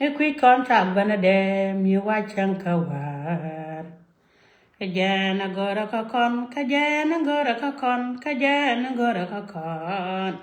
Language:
Nuer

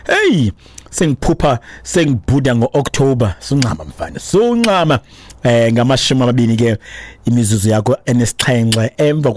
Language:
Xhosa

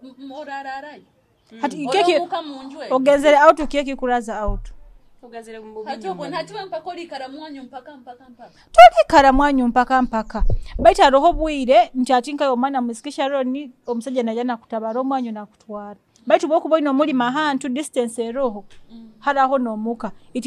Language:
Nyoro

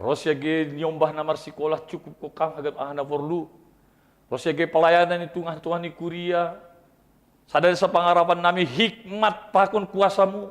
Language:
Batak Simalungun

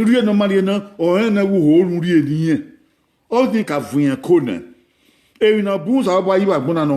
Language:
Bini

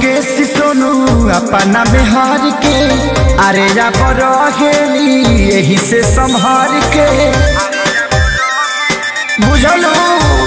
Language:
Bhojpuri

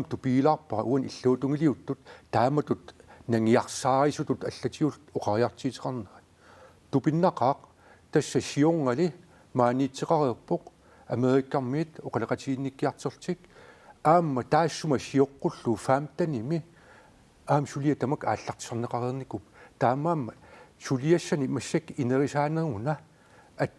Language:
Kalaallisut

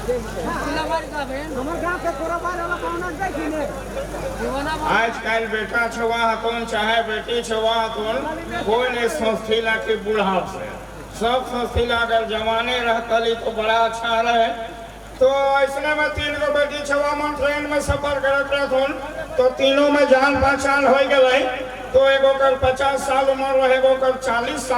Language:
Sadri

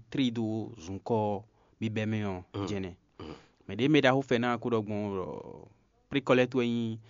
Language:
Fon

